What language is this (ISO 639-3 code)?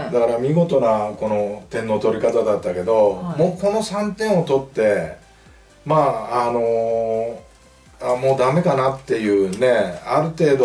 jpn